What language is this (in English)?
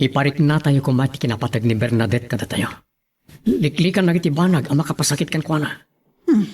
Iloko